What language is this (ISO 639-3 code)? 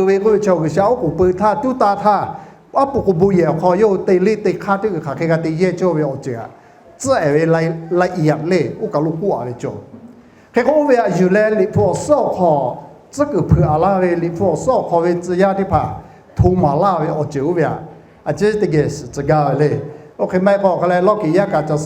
lhu